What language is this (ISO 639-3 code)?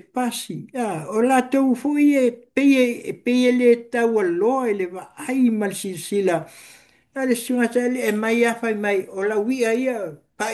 smo